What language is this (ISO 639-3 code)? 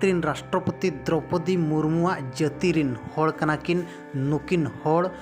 sat